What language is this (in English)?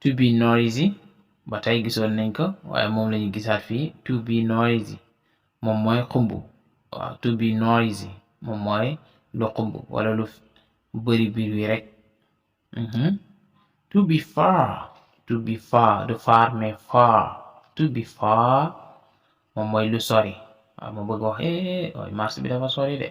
Wolof